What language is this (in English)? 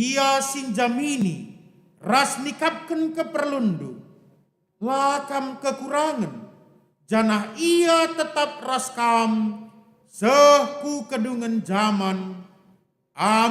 Batak Karo